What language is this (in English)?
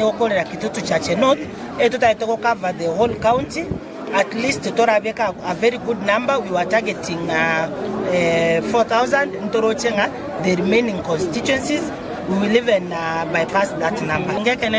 Gusii